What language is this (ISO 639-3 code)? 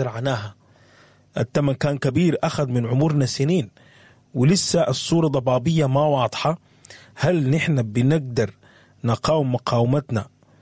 apd